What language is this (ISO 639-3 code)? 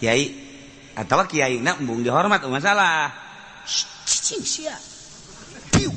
sun